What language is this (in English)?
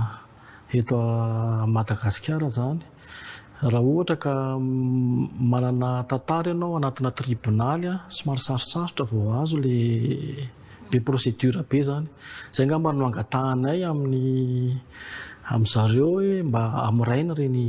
Malagasy